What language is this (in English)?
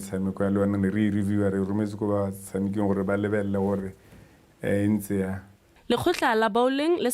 Tswana